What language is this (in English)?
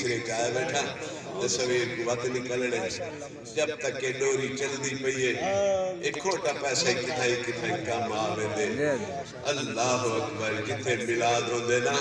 Saraiki